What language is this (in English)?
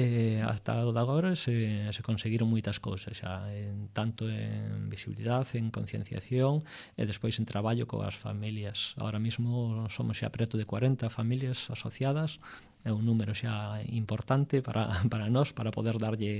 Galician